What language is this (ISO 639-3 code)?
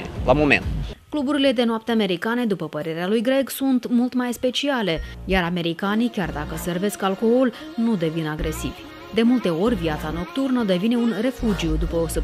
ron